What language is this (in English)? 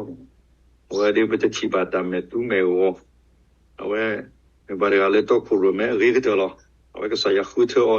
S'gaw Karen